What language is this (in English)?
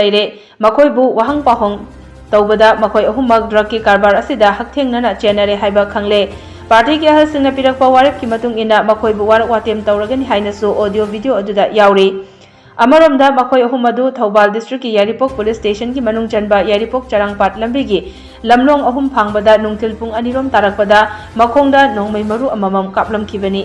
Manipuri